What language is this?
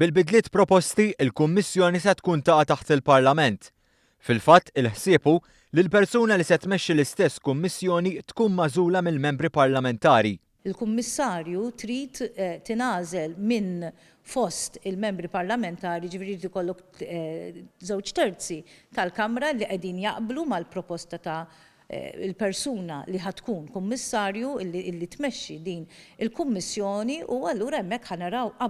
Maltese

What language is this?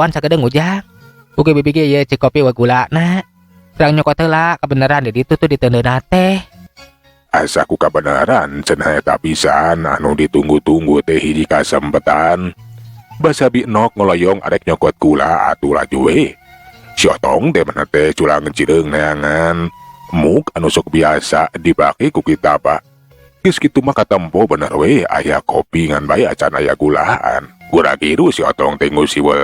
Sundanese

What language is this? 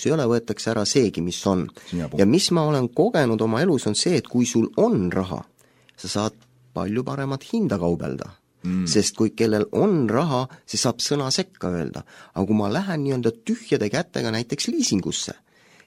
Estonian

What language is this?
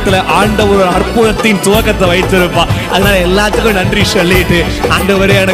Tamil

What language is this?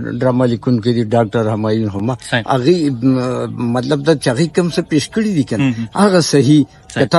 Pashto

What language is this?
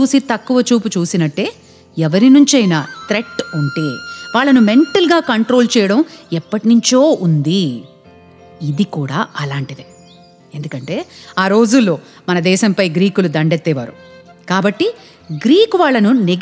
Telugu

